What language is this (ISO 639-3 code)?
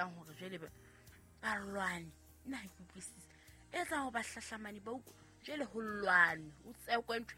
sot